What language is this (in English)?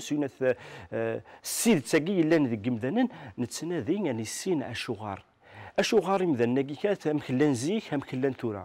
Kabyle